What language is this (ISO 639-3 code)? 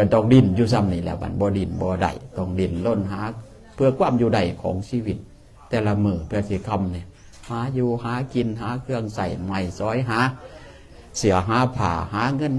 tts